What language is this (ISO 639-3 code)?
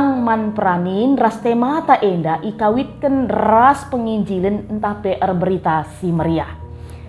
btx